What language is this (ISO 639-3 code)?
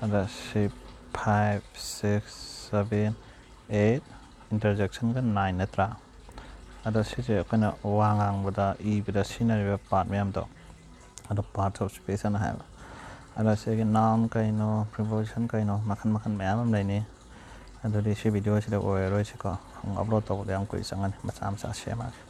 mni